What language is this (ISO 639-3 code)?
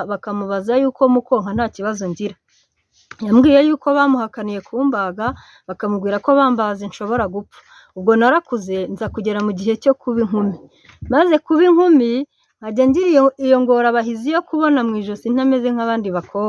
kin